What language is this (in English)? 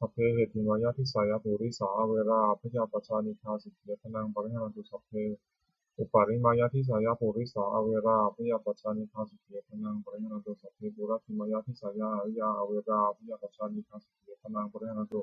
Pali